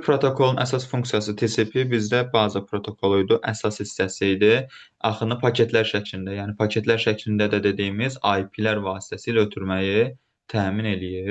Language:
Azerbaijani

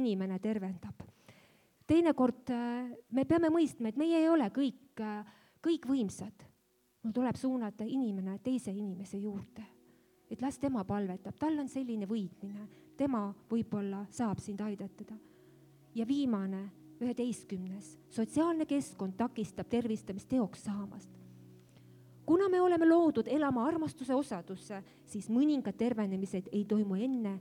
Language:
Estonian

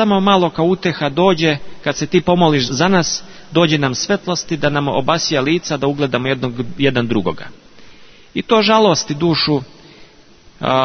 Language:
Serbian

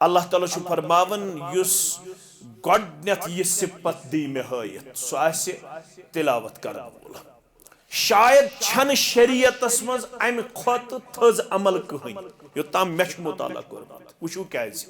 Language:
Kashmiri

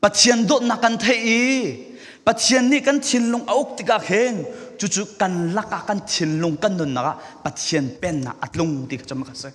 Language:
Falam Chin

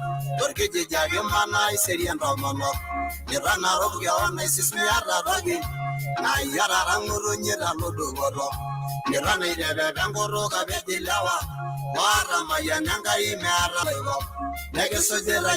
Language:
Masai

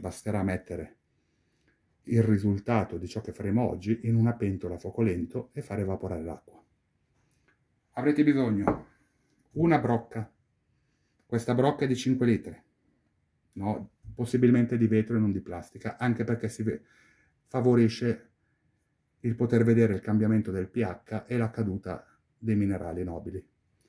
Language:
Italian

